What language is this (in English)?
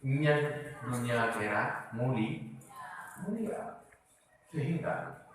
Achinese